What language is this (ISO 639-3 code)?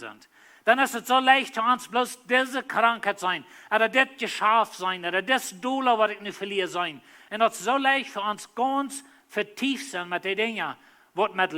pdt